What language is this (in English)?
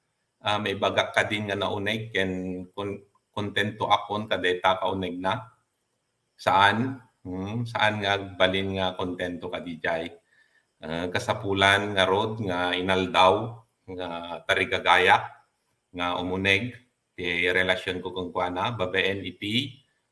Iloko